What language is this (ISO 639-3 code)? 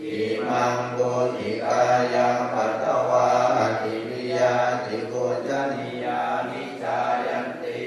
pli